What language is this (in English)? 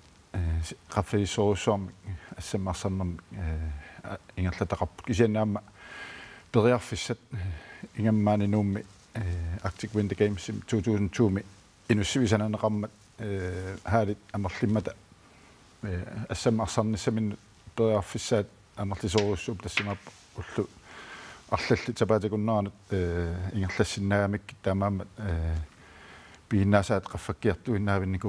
Kalaallisut